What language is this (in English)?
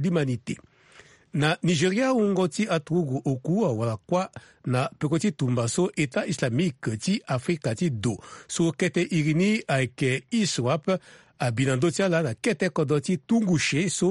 Sango